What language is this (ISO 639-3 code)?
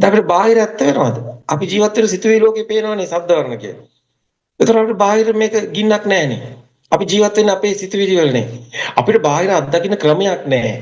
sin